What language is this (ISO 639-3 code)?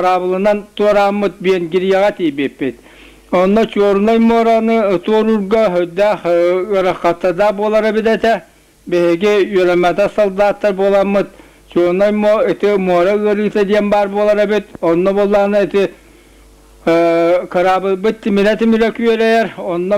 sah